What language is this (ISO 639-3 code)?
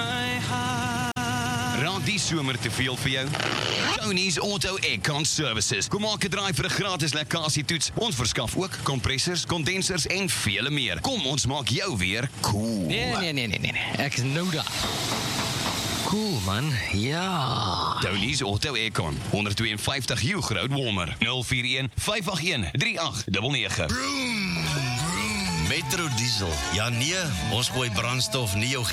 afr